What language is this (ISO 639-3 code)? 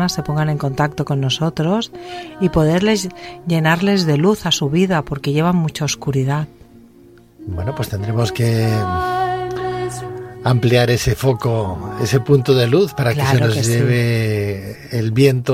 spa